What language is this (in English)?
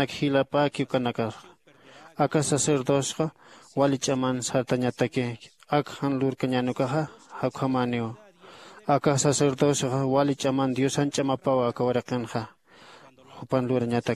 Aymara